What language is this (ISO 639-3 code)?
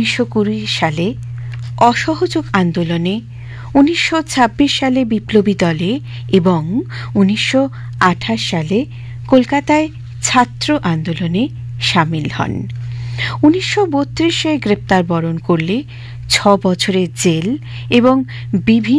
ben